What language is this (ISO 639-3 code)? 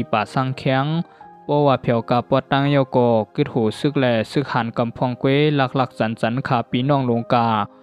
shn